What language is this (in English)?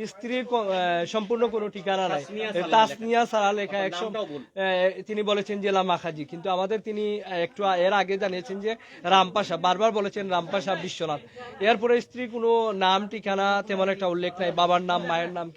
Sylheti